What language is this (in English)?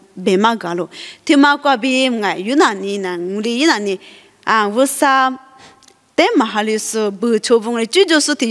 Lisu